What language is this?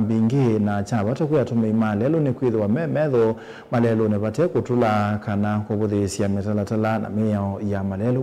Kamba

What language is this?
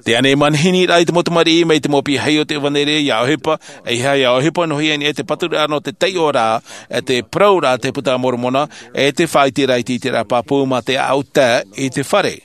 Tahitian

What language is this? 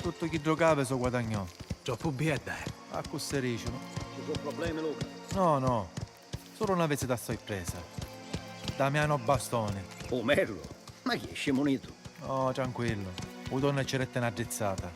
Sicilian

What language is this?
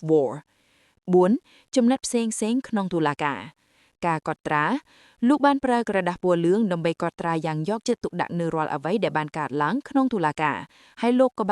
Khmer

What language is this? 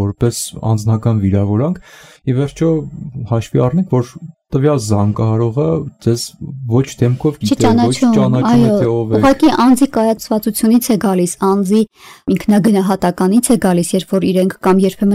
Armenian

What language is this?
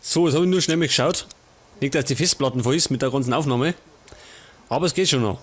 Bavarian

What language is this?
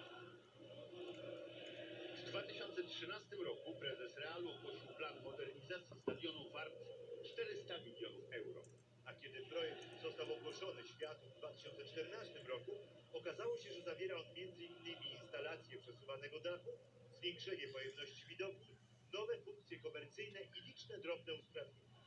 Polish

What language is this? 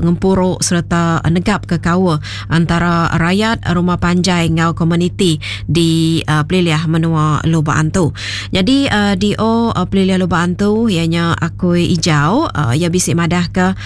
Iban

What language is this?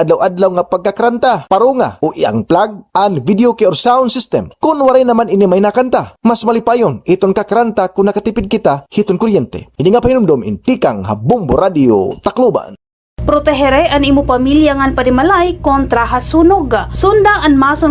Waray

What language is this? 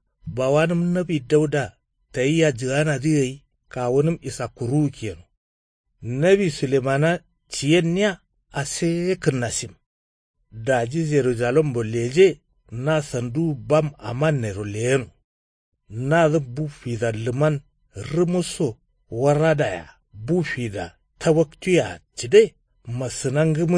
Kanuri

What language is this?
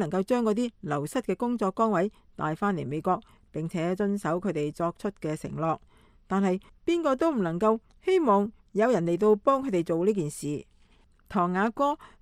Cantonese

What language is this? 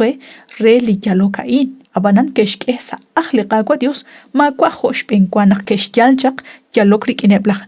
Kekchí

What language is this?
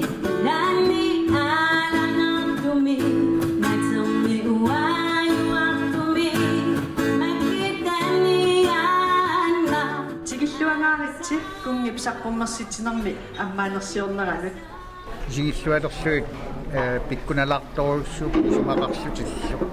Kalaallisut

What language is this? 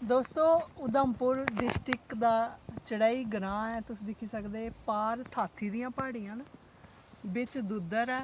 Dogri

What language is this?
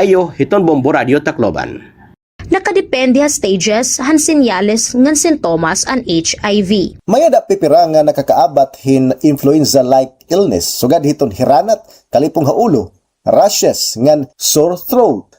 Waray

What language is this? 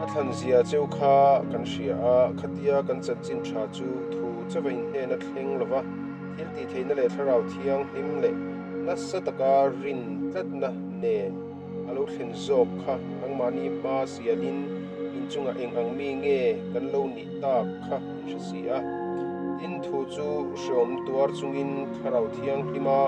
Mizo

